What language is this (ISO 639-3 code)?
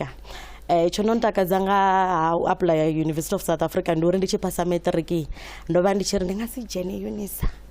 ven